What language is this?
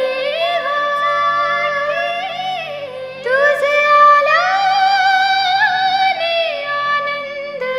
Marathi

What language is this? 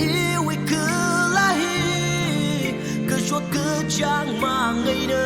Tangkhul Naga (India)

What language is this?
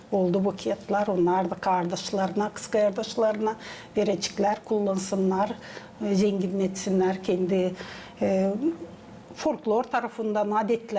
Gagauz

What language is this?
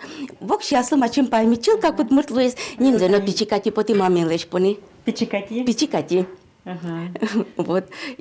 Udmurt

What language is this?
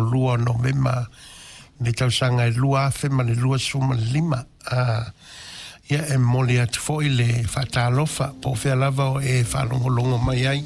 Samoan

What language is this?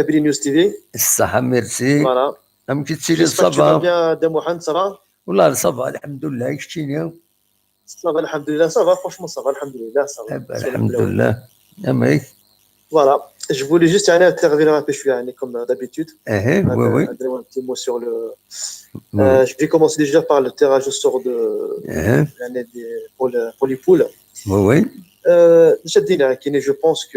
Kabyle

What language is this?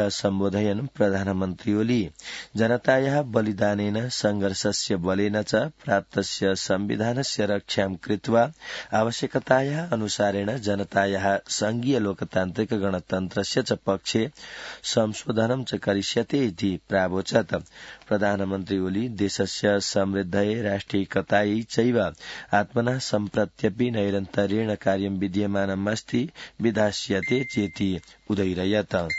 Sanskrit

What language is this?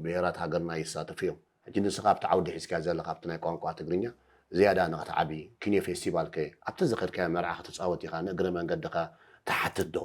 Tigrinya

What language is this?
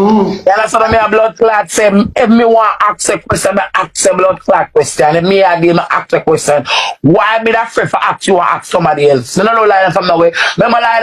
Jamaican Creole English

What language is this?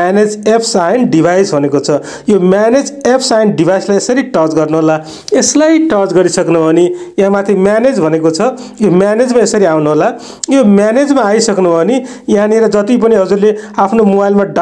Nepali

